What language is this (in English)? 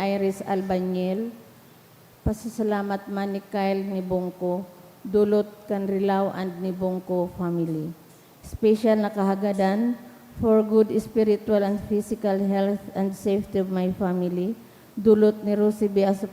Bikol